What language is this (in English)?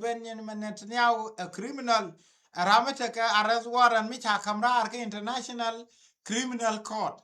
Nuer